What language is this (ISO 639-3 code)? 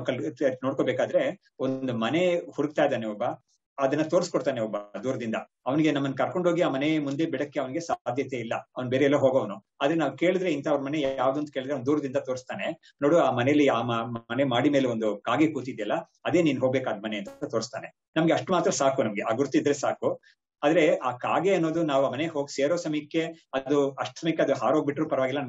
kan